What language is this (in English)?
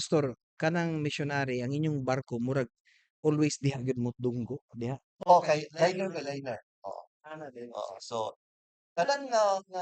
Cebuano